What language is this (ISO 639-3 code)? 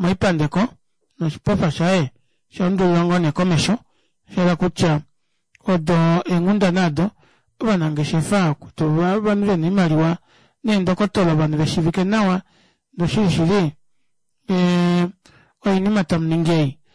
kua